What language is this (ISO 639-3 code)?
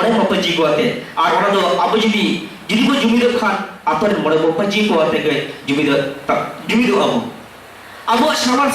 sat